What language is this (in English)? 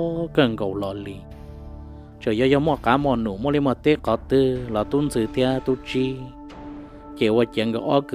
Hmong